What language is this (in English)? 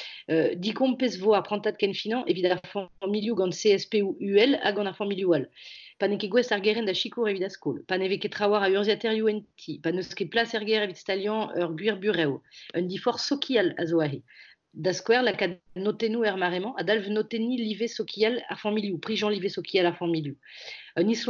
Breton